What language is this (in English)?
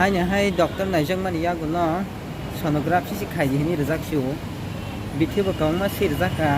Kok Borok